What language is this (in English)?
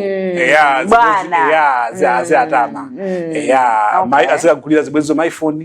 Nyanja